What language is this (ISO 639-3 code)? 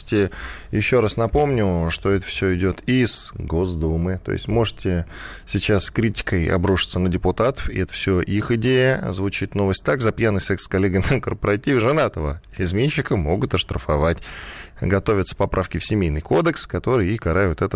rus